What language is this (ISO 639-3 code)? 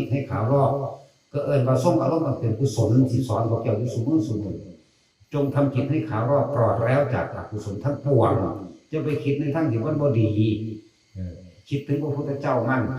tts